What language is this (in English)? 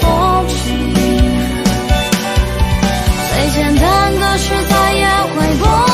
Chinese